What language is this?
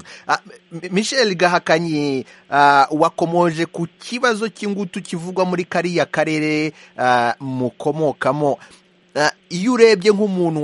Kinyarwanda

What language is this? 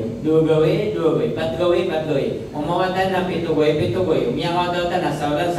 Maranao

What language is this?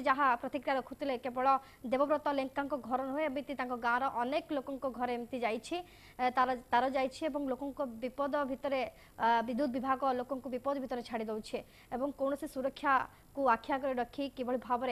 Odia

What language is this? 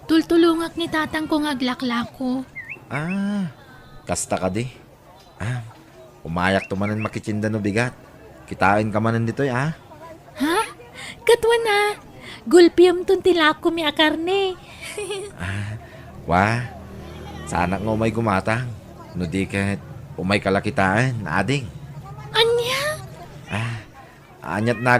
Iloko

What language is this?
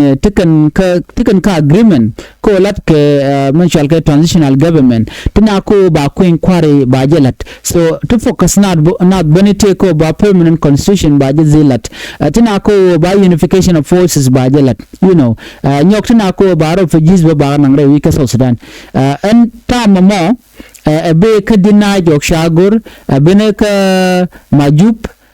Nuer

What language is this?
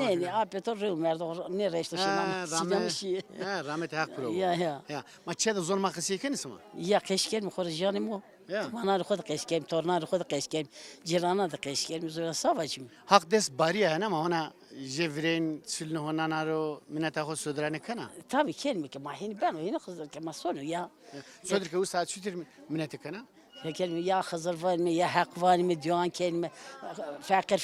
Zaza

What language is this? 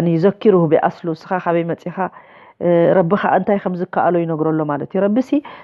Tigrinya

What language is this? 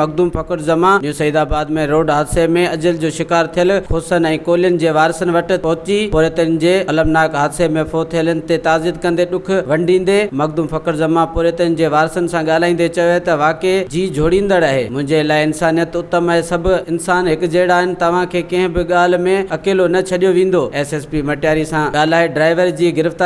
Sindhi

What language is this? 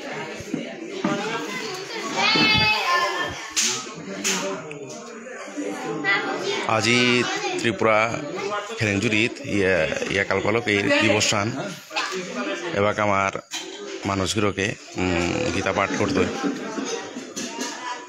Bangla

